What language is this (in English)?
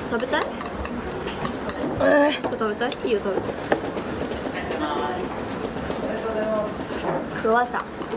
Japanese